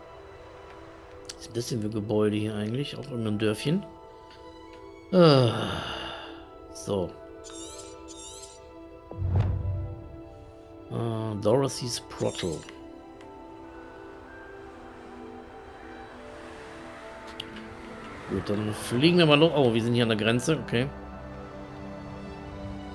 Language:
German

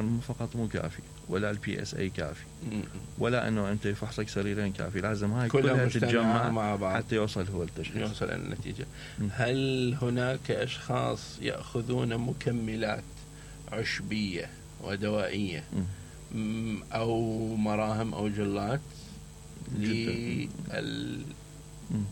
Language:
Mesopotamian Arabic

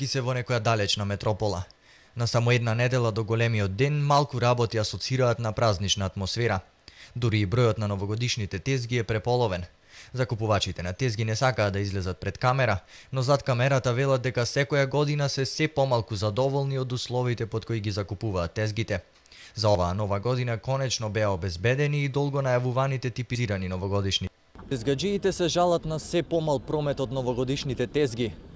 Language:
Macedonian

